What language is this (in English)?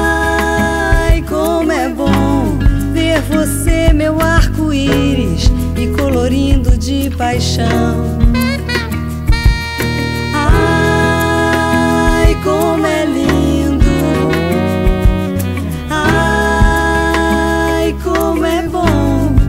Portuguese